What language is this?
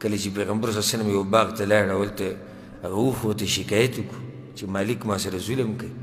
Pashto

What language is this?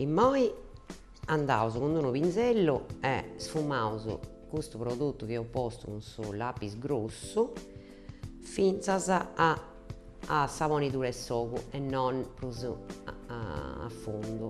Sardinian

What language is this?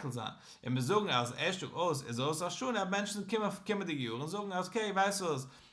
Yiddish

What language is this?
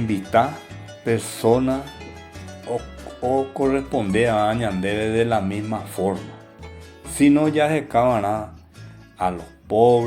Guarani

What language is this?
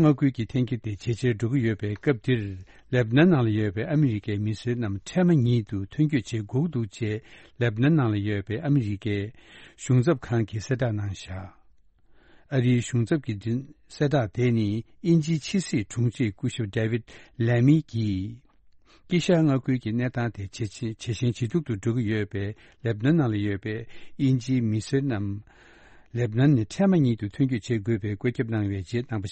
Tibetan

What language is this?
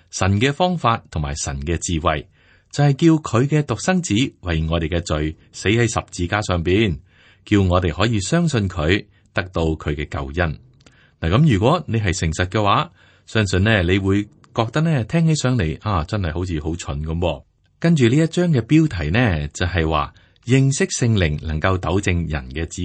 Cantonese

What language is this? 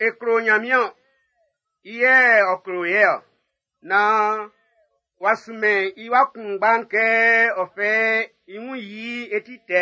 Baoulé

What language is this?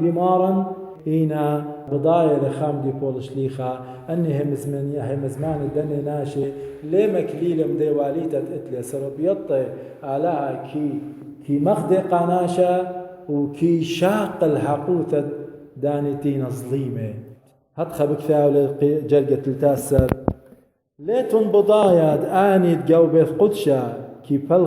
Assyrian Neo-Aramaic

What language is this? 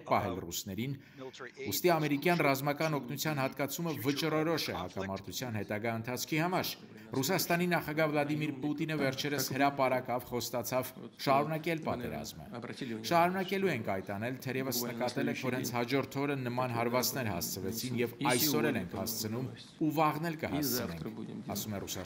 Armenian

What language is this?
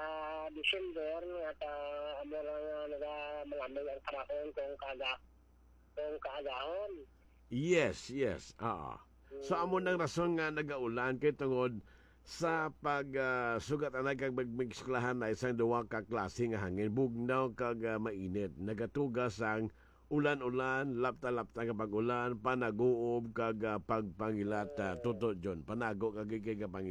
Hiligaynon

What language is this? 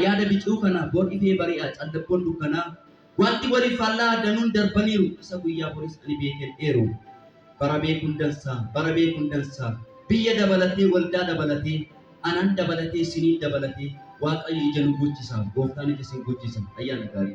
Oromo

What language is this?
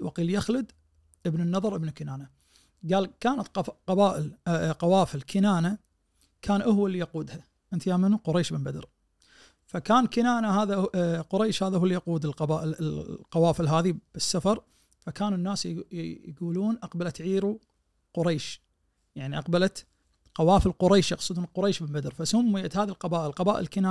Najdi Arabic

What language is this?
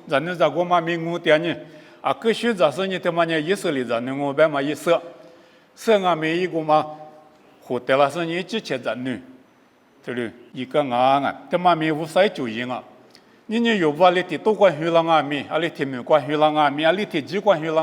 Lisu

